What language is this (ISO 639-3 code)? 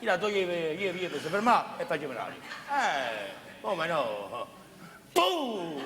nap